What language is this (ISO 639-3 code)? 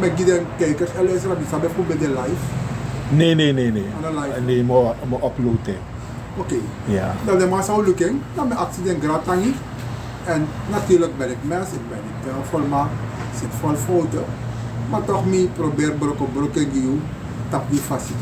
srn